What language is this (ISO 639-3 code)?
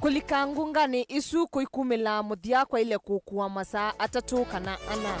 kam